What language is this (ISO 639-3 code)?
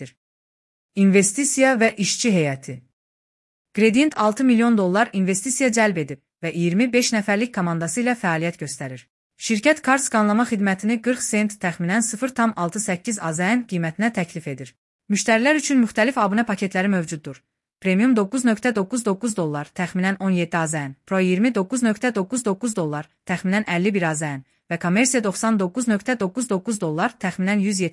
aze